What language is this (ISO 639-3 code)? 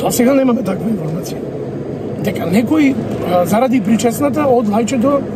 mkd